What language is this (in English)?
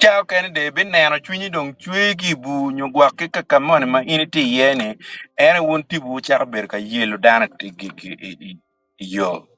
Acoli